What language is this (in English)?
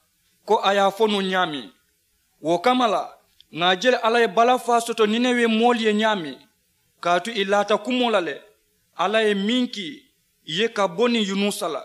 Mandingo